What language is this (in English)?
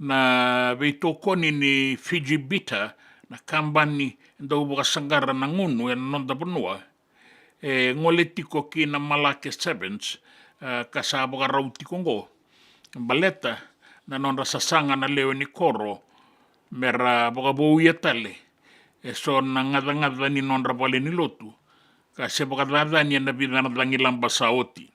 Fijian